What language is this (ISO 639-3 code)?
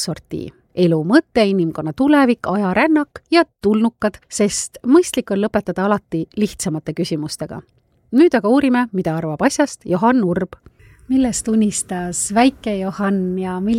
est